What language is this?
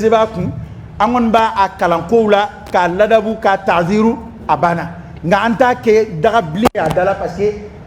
Dyula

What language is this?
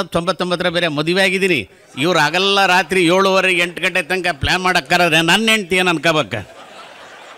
Kannada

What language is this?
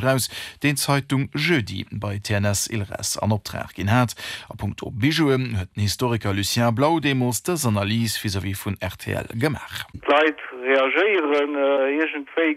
Luxembourgish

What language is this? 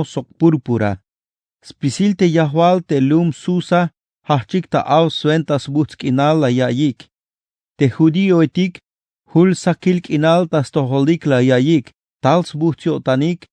Tzeltal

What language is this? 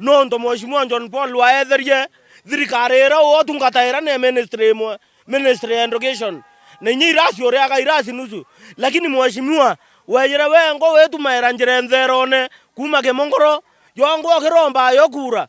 Meru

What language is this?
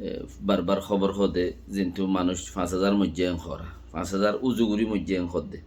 Rohingya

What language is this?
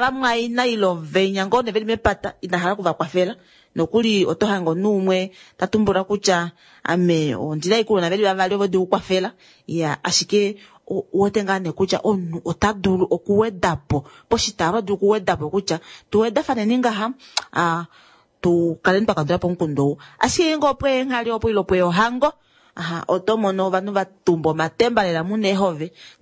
Kuanyama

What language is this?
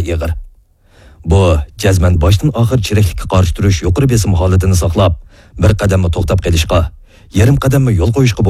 Uyghur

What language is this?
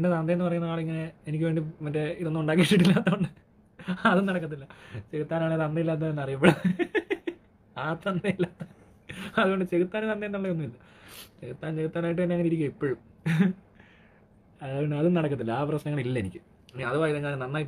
Malayalam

